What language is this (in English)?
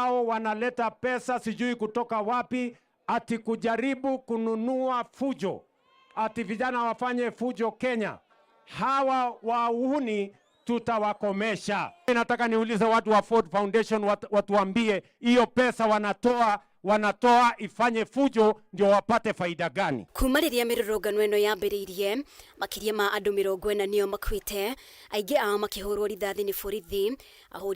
Kikuyu